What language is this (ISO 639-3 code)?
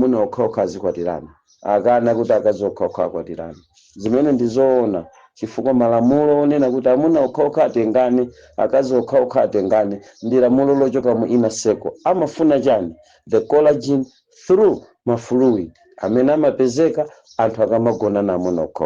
nya